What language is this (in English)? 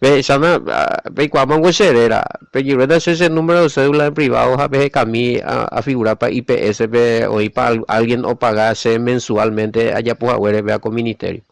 Guarani